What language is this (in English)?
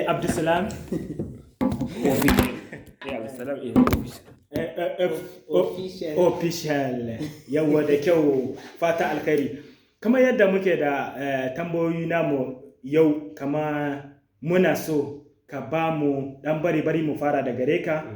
Hausa